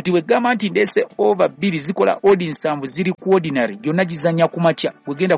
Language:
Ganda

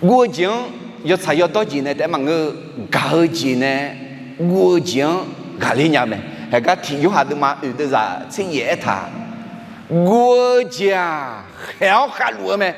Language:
Akha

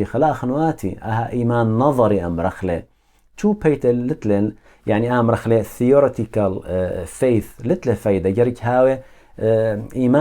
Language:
Assyrian Neo-Aramaic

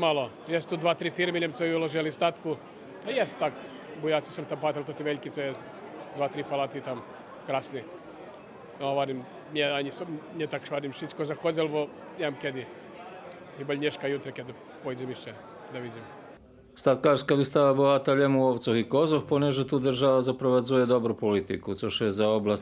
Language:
Rusyn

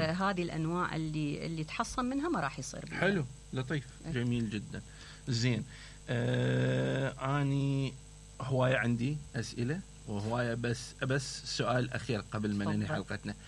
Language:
Mesopotamian Arabic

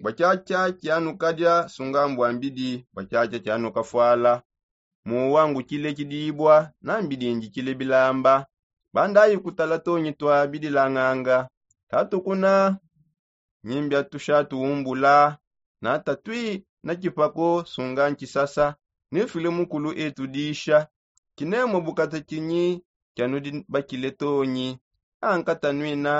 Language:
Songe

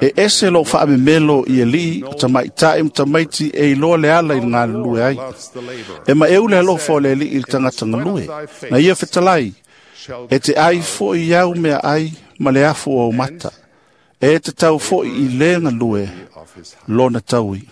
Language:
Samoan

